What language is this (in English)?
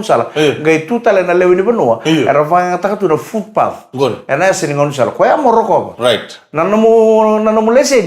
Fijian